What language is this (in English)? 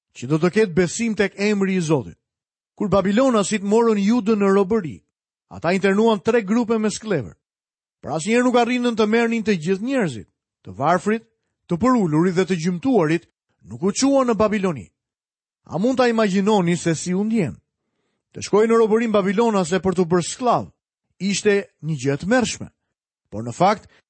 Albanian